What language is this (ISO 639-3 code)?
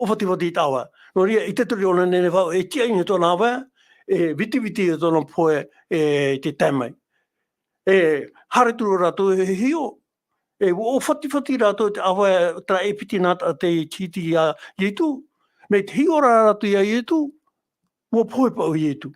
tah